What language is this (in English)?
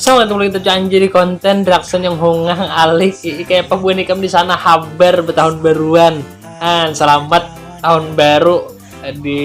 Banjar